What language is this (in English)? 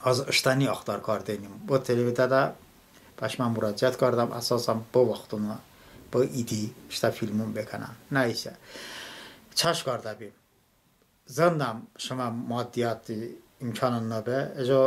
Talysh